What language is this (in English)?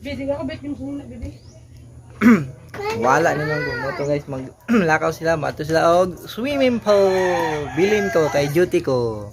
Cebuano